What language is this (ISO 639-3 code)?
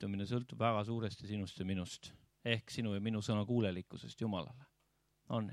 est